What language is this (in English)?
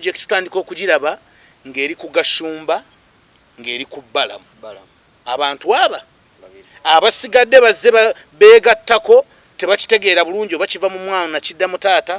Ganda